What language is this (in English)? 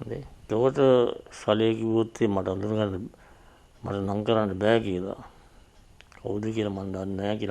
Sinhala